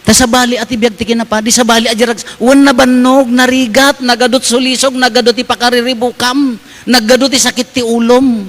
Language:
Iloko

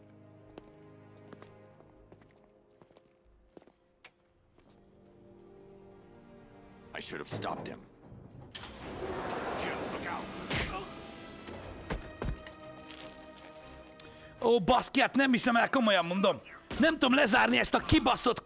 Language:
Hungarian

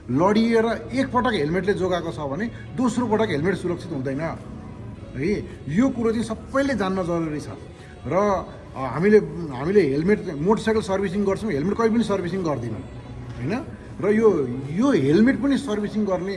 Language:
Nepali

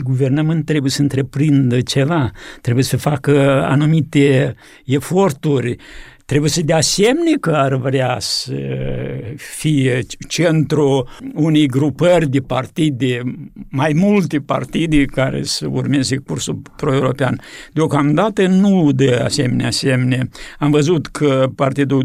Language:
Romanian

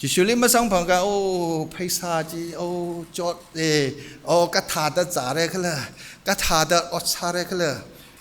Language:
Tangkhul Naga (India)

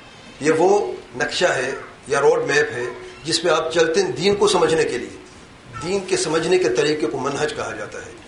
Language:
Urdu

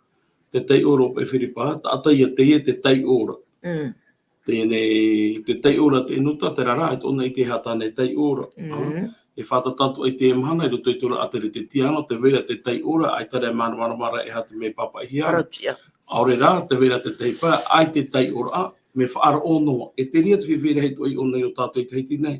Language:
Tahitian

